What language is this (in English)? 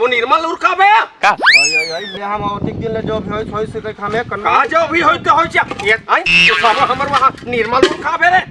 Chhattisgarhi